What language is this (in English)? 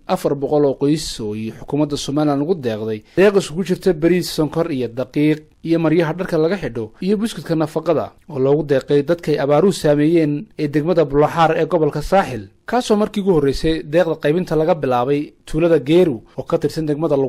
Somali